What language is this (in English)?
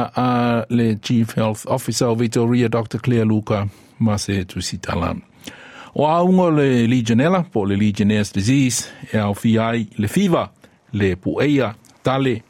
Samoan